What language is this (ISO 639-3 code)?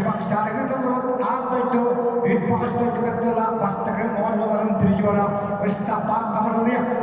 sah